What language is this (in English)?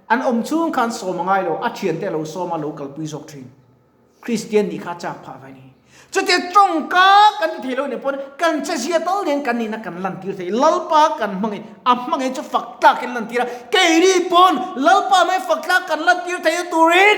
Mizo